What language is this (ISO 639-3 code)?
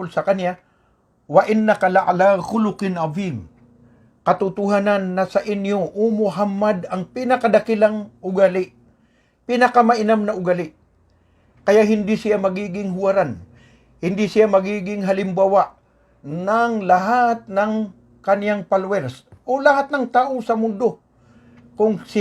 mrw